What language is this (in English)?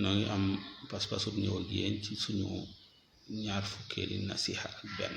Wolof